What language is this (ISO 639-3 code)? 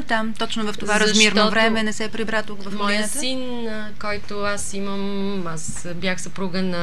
bul